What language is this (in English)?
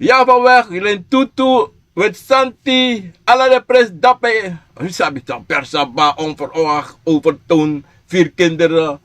Sranan Tongo